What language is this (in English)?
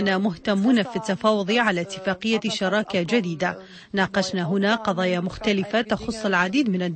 Arabic